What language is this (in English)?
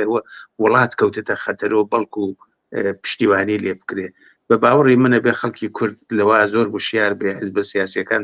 Central Kurdish